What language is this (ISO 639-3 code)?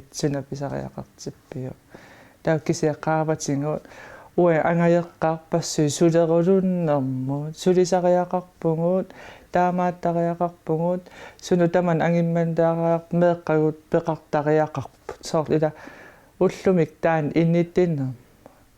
kal